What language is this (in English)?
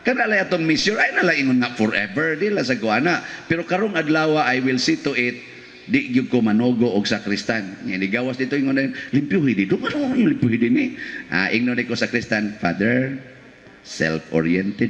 Cebuano